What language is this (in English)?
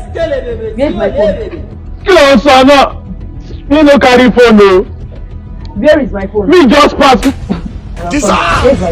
Nigerian Pidgin